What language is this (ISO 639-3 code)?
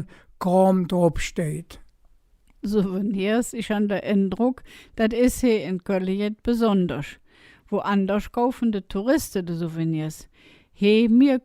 ksh